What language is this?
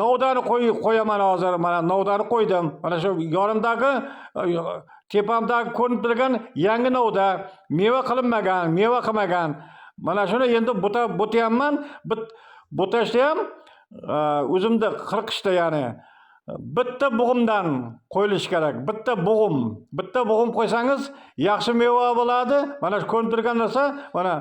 Uzbek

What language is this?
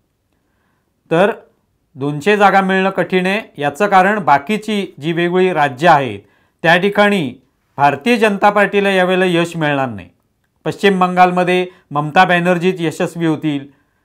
Marathi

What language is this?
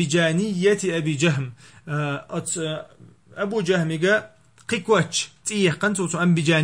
Chechen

